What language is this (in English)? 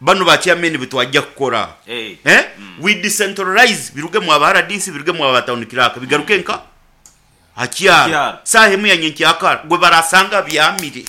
Nyoro